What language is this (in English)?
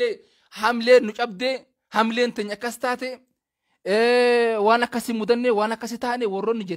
Oromo